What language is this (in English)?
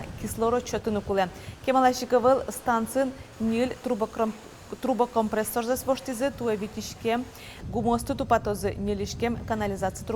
Udmurt